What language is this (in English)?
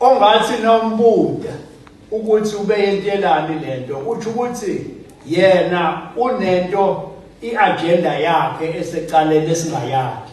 Zulu